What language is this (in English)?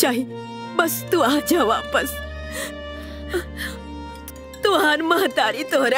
Bhojpuri